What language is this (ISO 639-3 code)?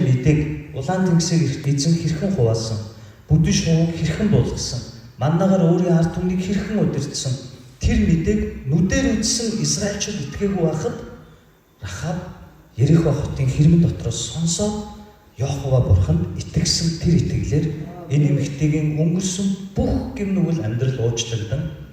mon